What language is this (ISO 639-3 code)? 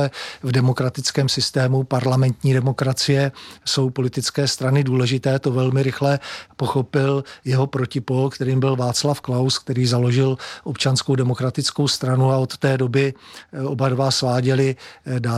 ces